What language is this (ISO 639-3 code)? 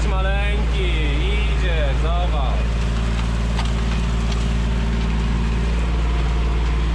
pol